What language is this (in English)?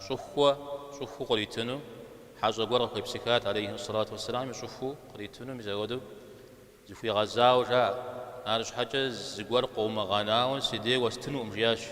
Kabardian